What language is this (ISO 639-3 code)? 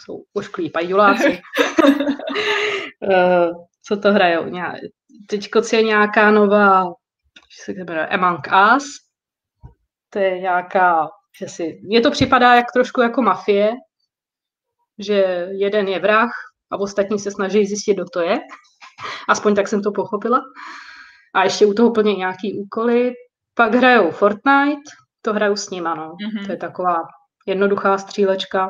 ces